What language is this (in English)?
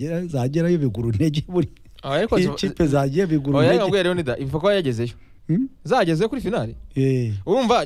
Kinyarwanda